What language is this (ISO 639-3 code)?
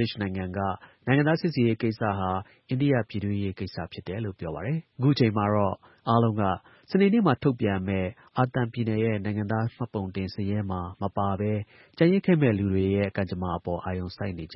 mya